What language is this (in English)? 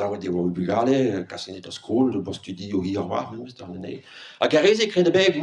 Breton